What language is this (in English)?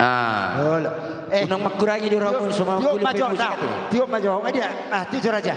Batak Toba